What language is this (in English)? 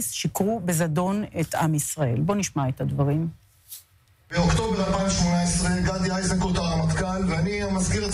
Hebrew